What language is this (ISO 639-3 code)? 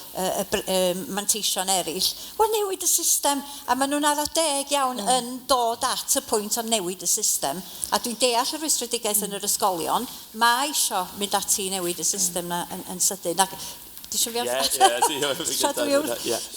cym